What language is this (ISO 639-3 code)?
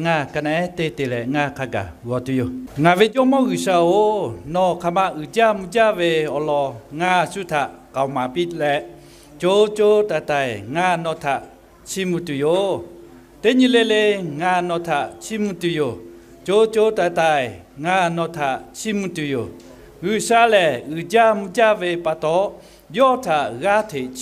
lhu